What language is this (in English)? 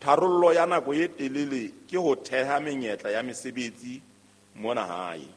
Southern Sotho